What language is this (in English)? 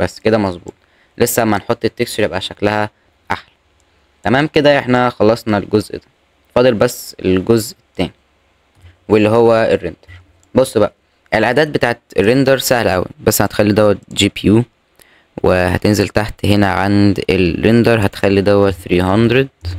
Egyptian Arabic